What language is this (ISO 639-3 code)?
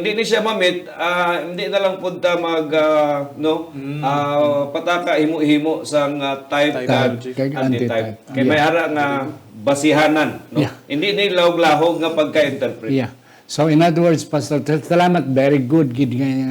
hil